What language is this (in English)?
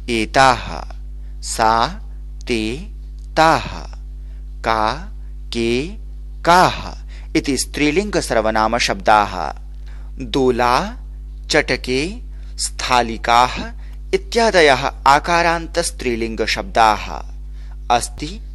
Sanskrit